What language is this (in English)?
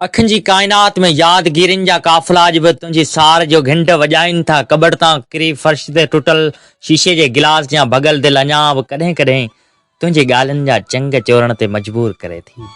Sindhi